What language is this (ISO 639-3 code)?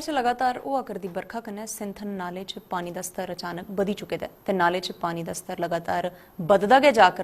doi